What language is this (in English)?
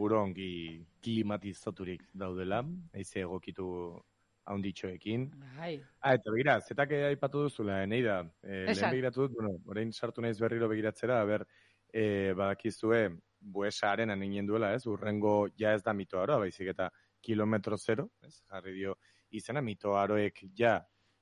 Basque